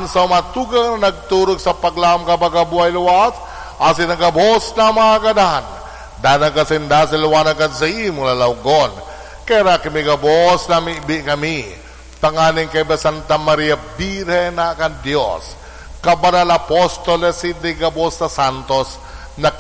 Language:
Bikol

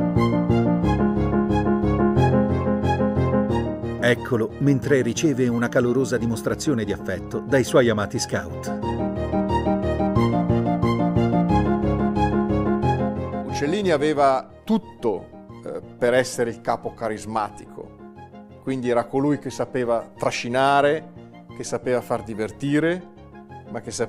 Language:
Italian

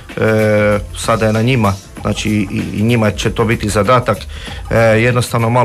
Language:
Croatian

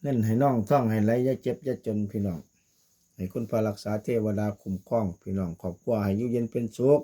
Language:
Northeastern Thai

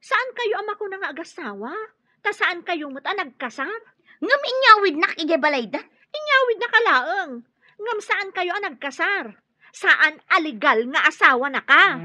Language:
Iloko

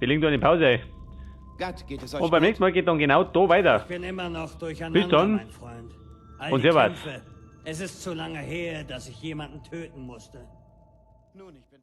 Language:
Bavarian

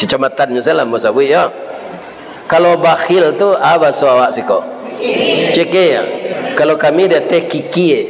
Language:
Minangkabau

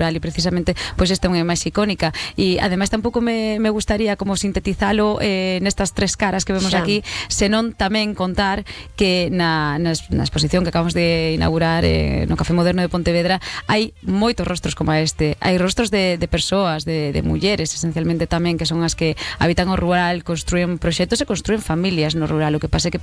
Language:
Galician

